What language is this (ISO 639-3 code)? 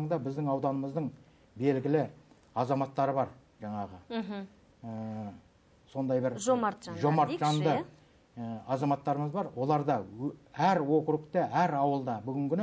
kaz